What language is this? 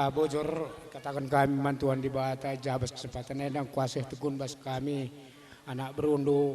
Batak Karo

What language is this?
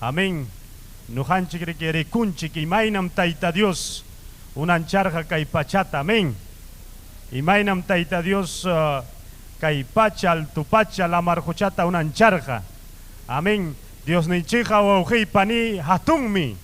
Ayacucho Quechua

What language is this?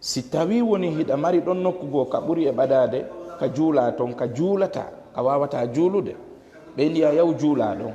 Fula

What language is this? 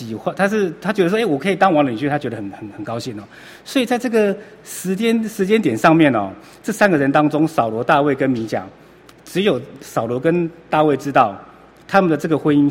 Chinese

